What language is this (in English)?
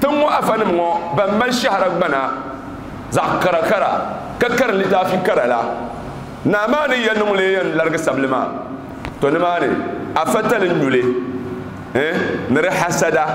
Dagbani